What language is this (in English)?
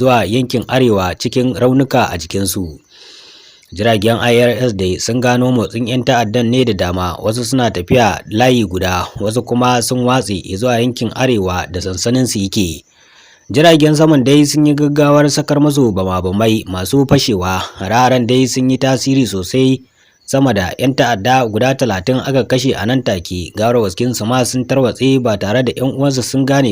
Hausa